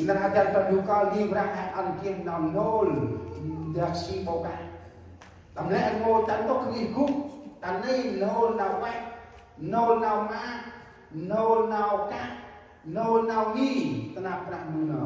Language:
Central Mnong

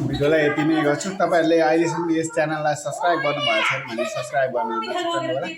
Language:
Nepali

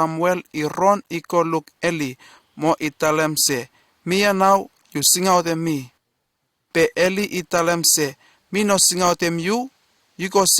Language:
Bislama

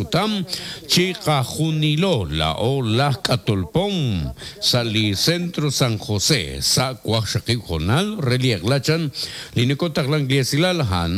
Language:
Kekchí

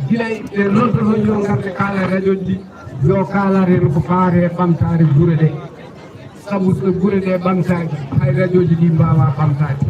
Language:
Fula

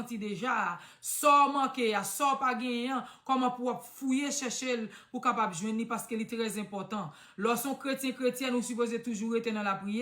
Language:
Haitian Creole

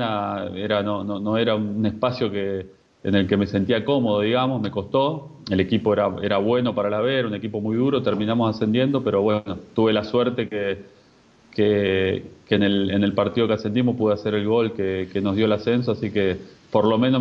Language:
Spanish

